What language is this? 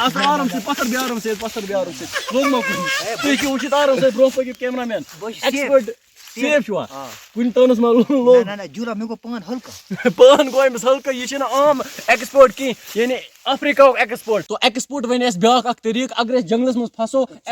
Kashmiri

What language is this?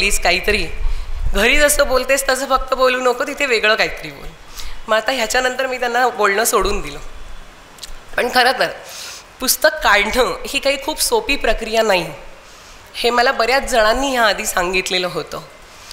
Marathi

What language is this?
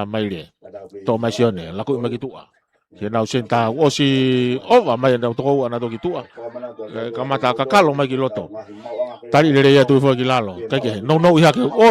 Tongan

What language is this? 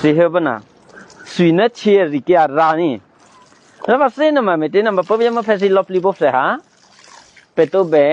Eastern Kayah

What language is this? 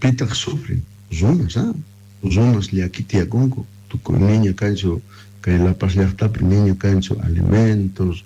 Quechua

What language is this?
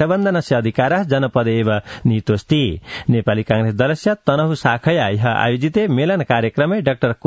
Sanskrit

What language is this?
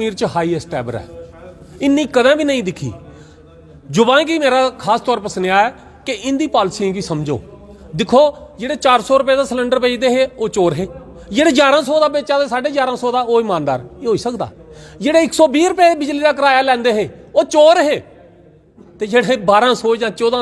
Dogri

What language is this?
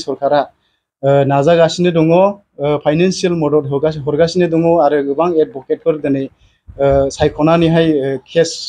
Bodo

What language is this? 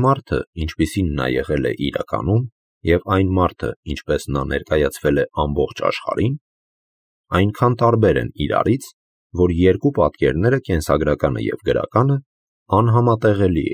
Armenian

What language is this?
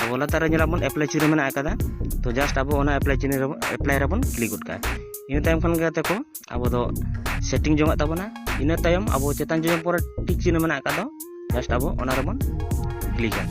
Santali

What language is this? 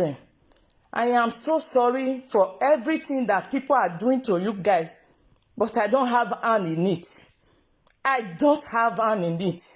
Nigerian Pidgin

